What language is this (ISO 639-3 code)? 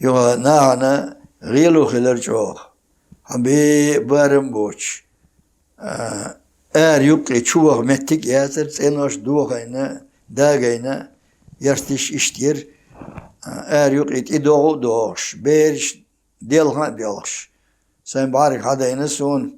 che